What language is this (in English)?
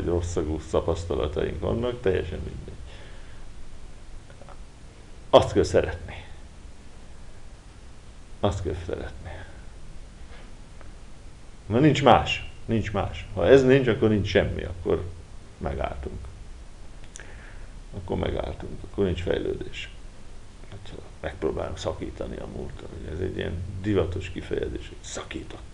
Hungarian